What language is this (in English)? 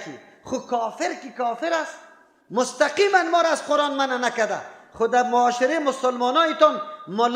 Persian